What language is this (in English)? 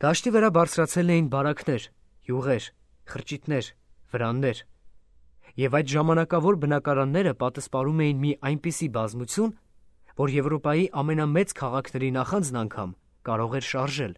Armenian